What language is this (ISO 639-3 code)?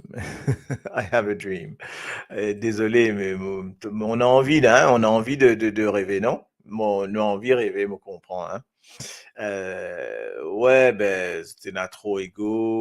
mfe